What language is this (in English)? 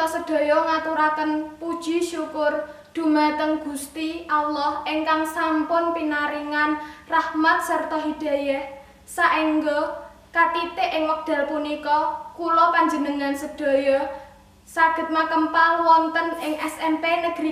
Javanese